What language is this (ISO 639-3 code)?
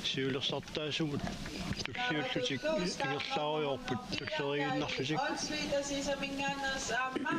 kal